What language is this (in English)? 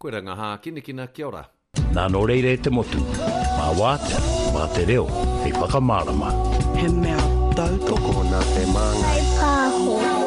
Māori